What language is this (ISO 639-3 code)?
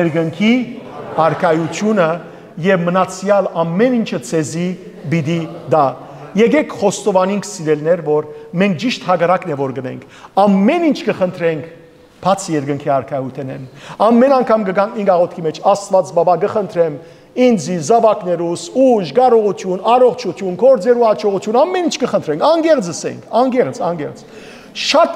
hyw